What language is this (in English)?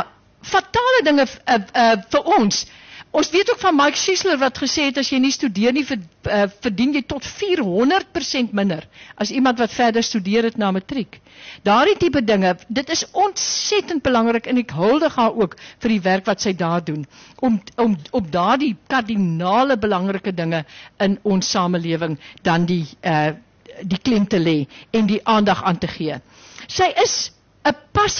Afrikaans